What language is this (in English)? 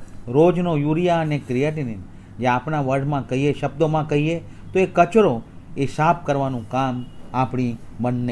Gujarati